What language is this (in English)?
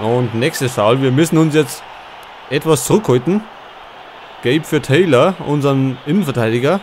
Bavarian